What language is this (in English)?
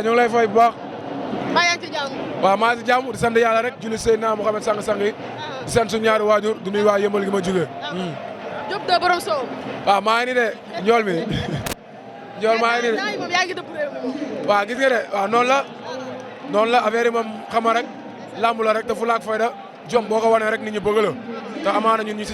Wolof